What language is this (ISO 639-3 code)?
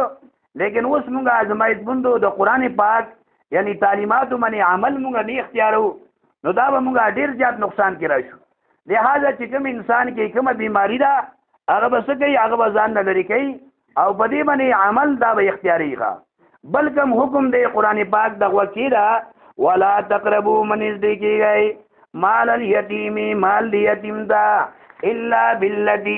pus